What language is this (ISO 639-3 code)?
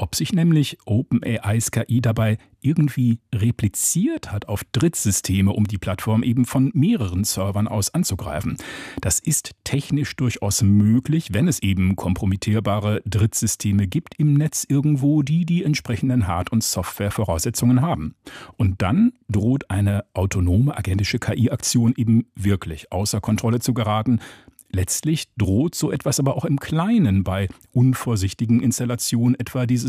deu